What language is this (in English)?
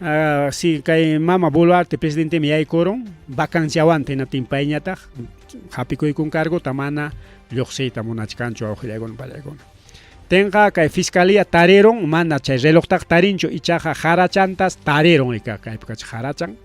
Ayacucho Quechua